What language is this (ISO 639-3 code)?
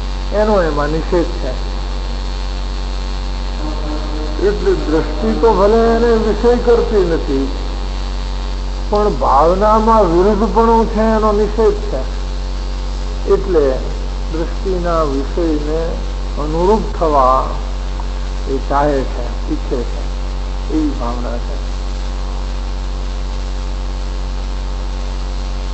guj